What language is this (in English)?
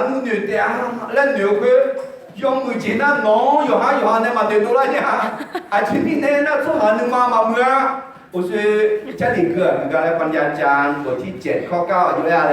Akha